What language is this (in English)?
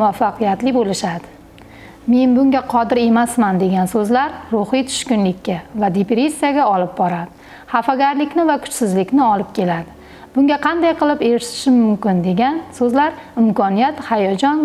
Uzbek